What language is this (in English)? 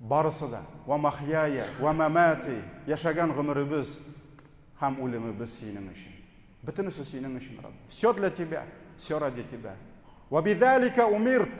Tatar